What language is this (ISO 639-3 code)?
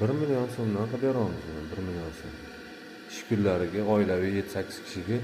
uzb